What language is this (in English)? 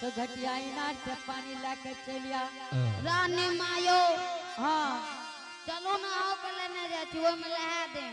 Angika